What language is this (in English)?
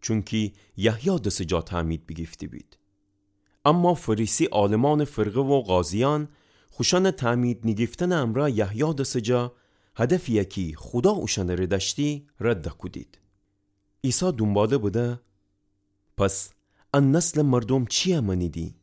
Gilaki